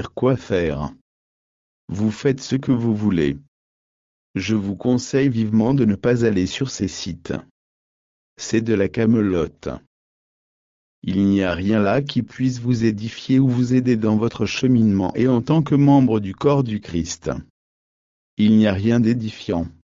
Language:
French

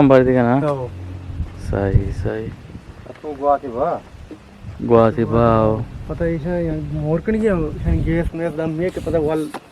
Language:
Eastern Balochi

